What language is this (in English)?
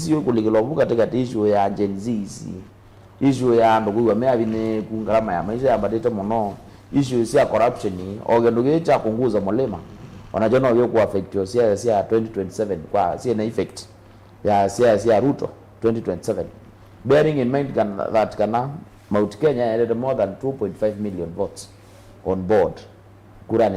Kamba